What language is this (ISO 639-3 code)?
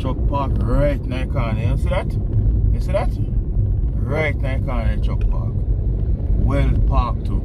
jam